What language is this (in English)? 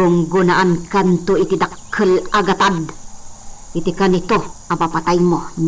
Iloko